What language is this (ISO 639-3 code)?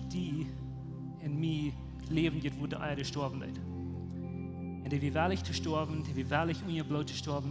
pdt